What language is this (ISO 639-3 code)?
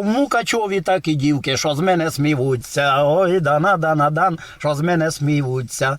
rue